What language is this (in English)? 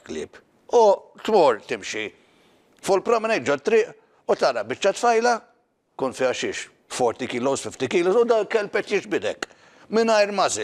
Maltese